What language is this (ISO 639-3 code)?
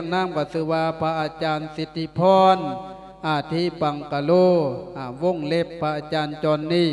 lao